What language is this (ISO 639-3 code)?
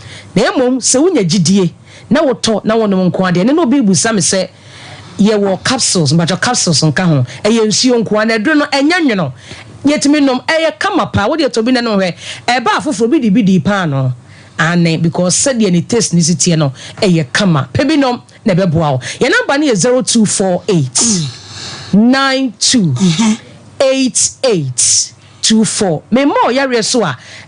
aka